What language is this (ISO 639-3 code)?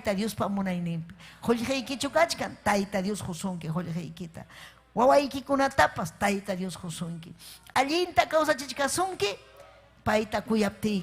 quy